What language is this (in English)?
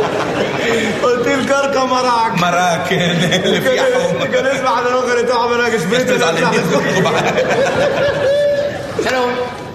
Hebrew